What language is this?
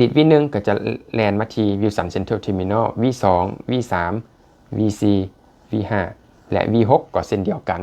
Lao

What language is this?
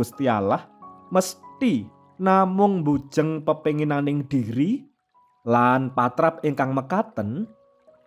Javanese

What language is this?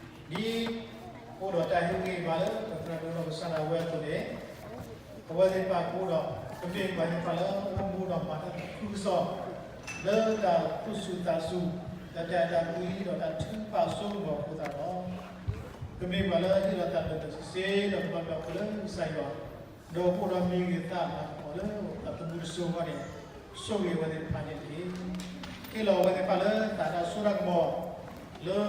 S'gaw Karen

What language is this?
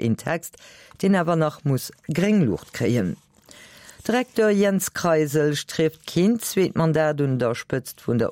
Luxembourgish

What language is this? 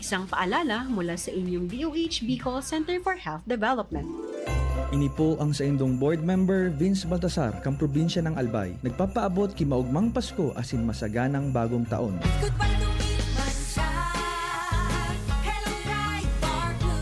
Bikol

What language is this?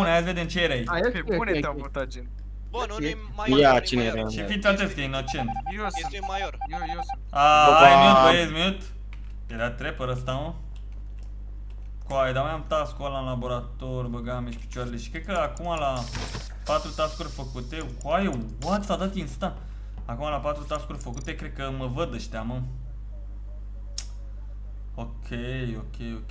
Romanian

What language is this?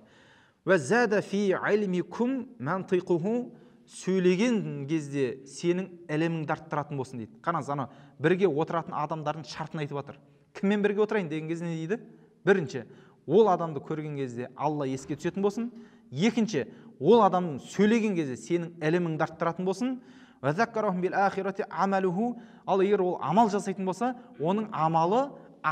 Kazakh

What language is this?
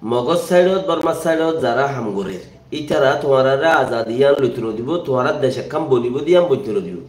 Rohingya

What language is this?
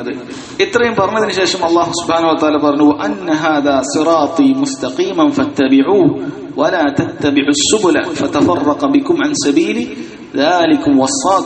Malayalam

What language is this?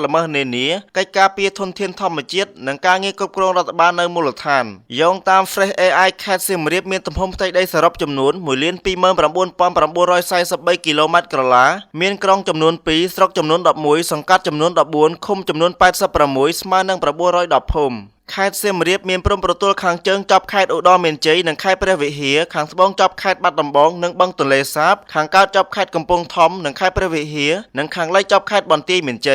Khmer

